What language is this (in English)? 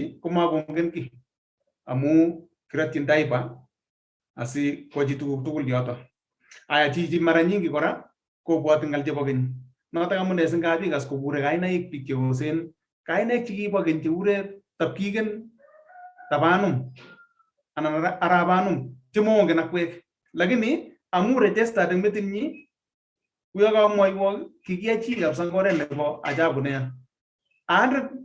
Kalenjin